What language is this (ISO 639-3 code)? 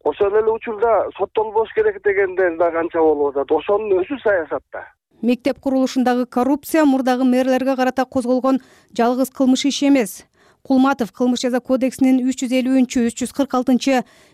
kir